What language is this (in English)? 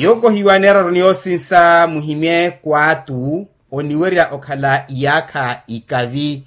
Makhuwa